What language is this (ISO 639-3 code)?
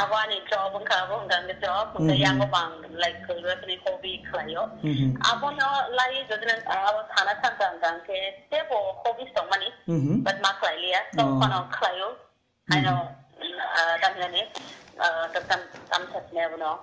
trp